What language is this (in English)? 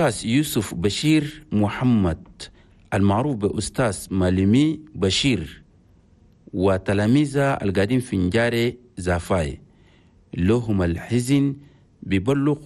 Chadian Arabic